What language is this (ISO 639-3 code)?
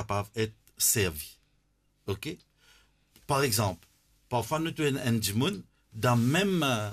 mfe